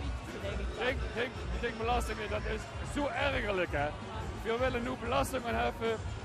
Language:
Limburgish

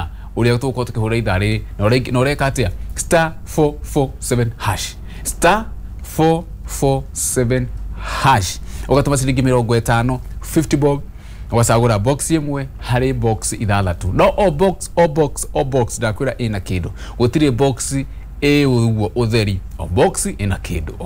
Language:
Kikuyu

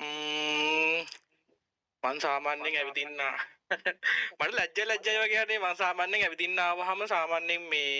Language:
Sinhala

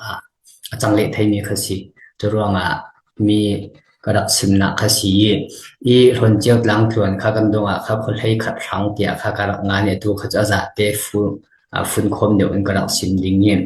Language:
Falam Chin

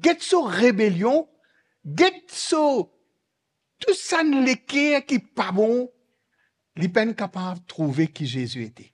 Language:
Morisyen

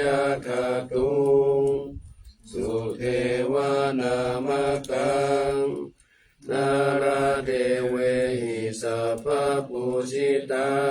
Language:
Pali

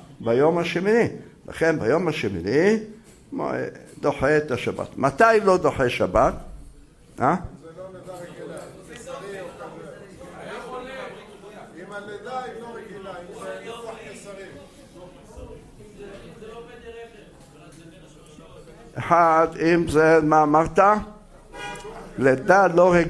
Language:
Hebrew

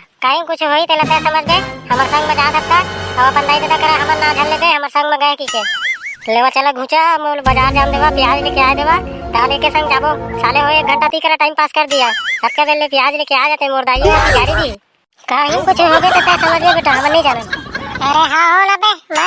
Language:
Chhattisgarhi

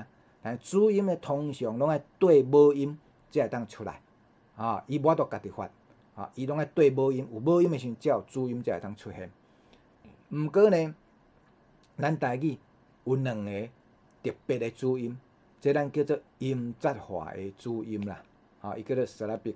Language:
Min Nan Chinese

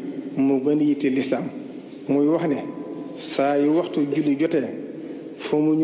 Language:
Wolof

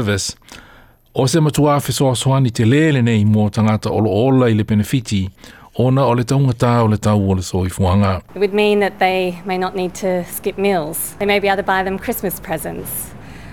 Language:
Samoan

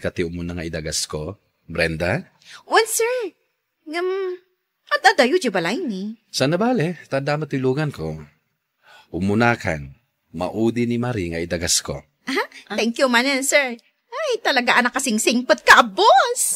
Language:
Iloko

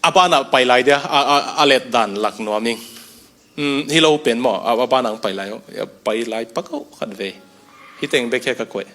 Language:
Tedim Chin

